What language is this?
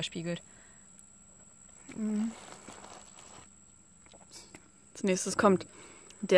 German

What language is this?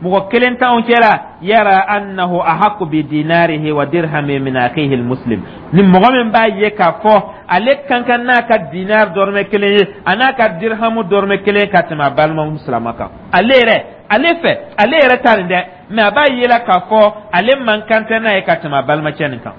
Dyula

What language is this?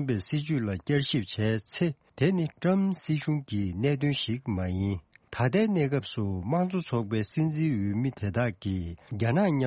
Tibetan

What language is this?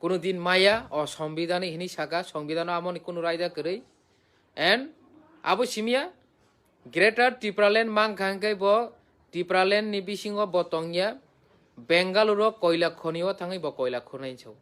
Kok Borok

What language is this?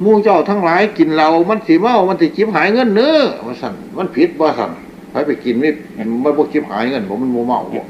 Northeastern Thai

